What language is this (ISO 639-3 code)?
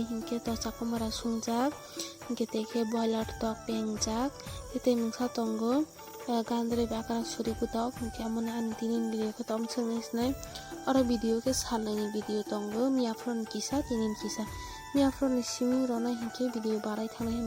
trp